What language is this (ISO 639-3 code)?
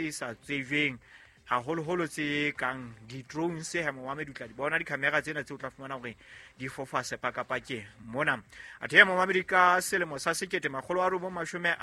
sot